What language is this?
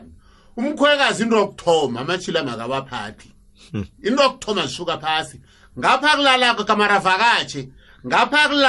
South Ndebele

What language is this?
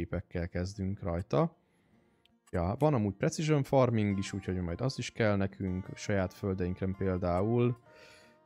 Hungarian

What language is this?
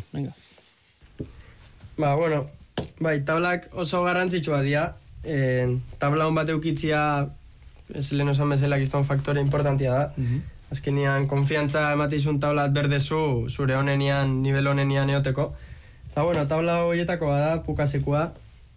Basque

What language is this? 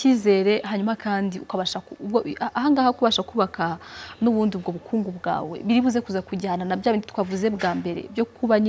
Kinyarwanda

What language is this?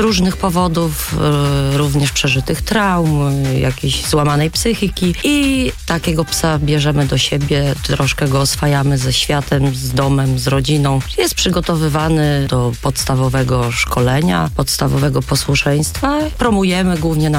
Polish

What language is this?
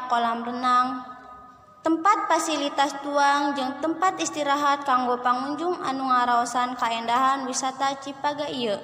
Sundanese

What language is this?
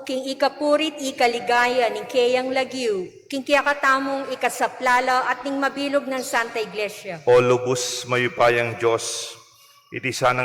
Pampanga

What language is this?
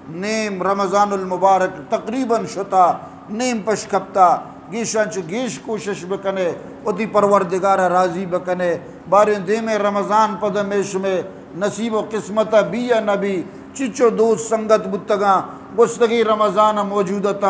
Eastern Balochi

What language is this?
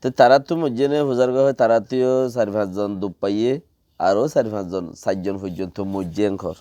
Rohingya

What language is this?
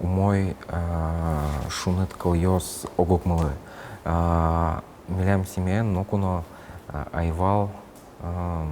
Udmurt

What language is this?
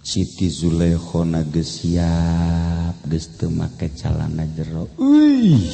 Sundanese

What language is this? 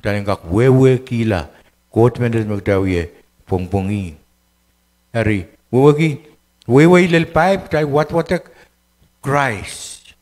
Pohnpeian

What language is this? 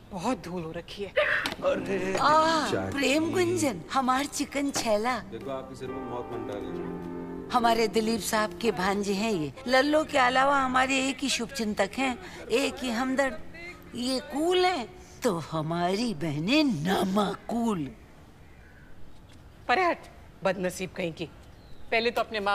Hindi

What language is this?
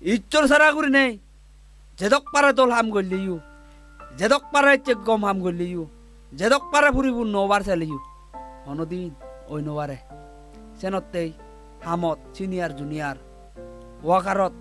Chakma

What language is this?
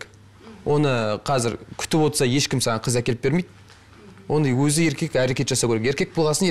Kazakh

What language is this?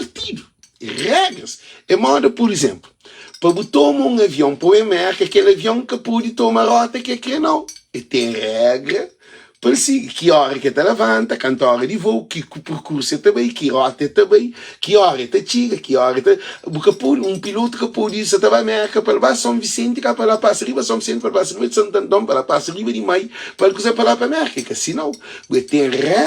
Kabuverdianu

